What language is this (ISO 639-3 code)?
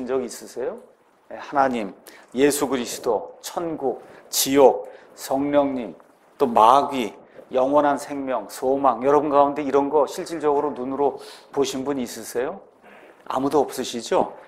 kor